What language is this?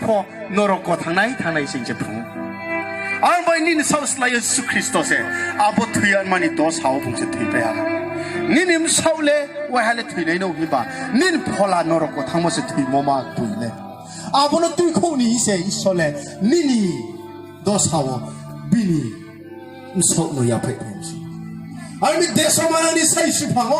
Riang (India)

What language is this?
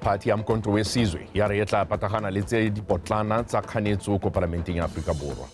Tswana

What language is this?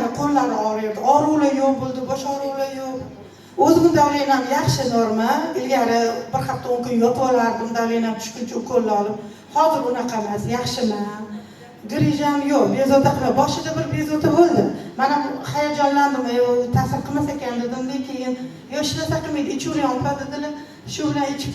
Uzbek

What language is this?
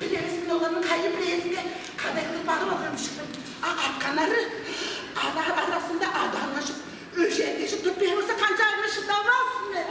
Tuvinian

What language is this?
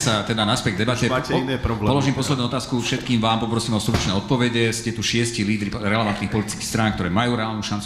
Slovak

